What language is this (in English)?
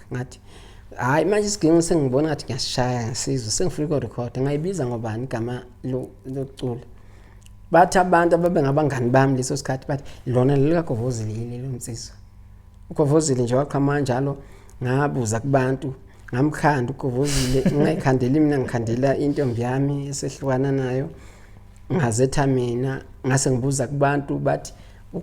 Zulu